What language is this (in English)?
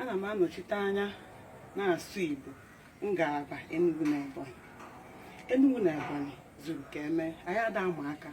Igbo